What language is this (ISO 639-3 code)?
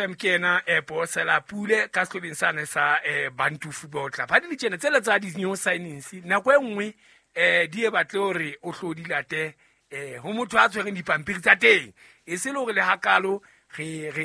sot